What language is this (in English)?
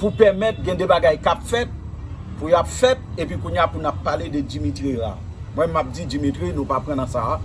Haitian Creole